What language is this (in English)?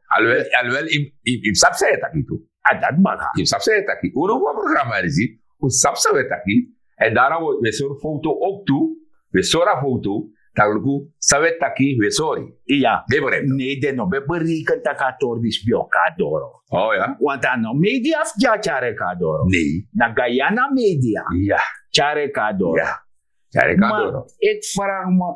Sranan Tongo